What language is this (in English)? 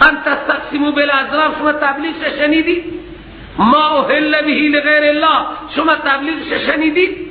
Persian